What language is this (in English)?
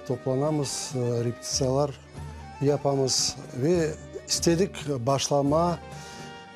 Crimean Tatar